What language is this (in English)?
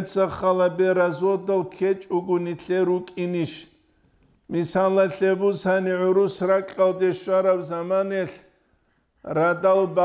Avaric